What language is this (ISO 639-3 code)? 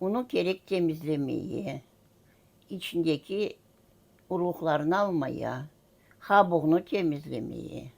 crh